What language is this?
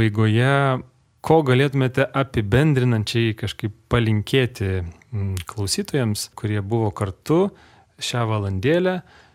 Lithuanian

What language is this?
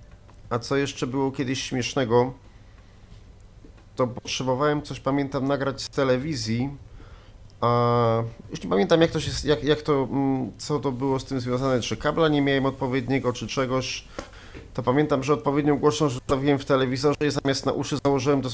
Polish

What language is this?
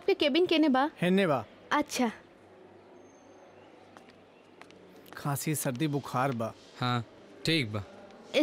Bhojpuri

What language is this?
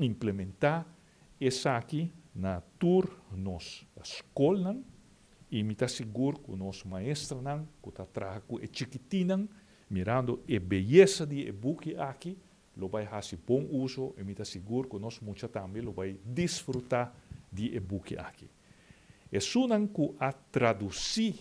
Papiamento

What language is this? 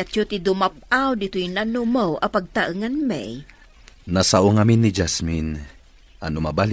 Iloko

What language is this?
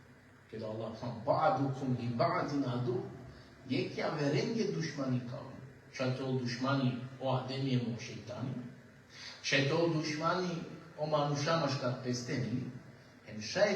Balkan Romani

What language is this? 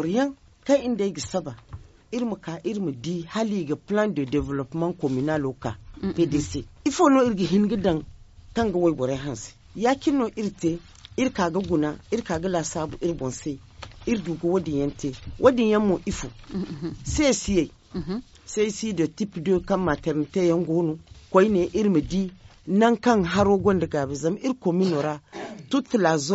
Zarma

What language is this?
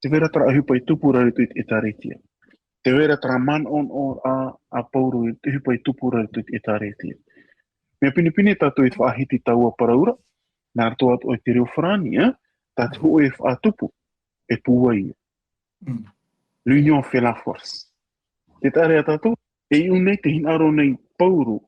Tahitian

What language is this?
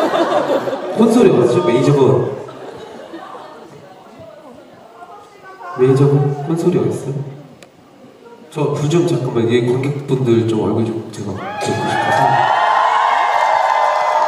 Korean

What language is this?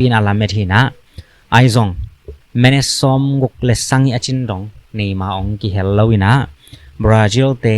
Tedim Chin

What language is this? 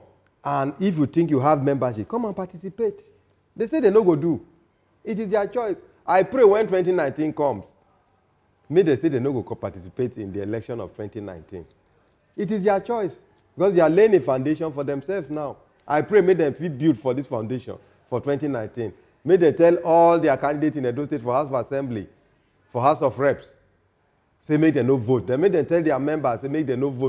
Nigerian Pidgin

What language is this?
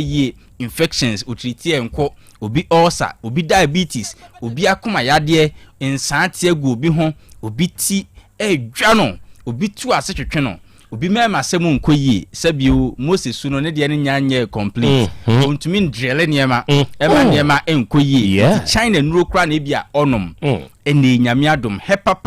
Akan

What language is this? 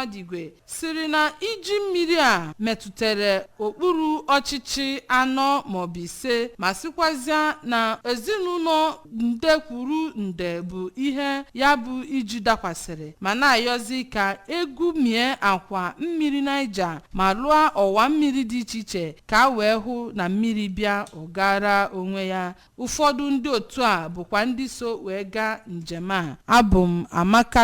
Igbo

